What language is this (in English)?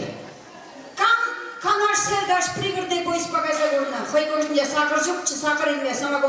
Chuvash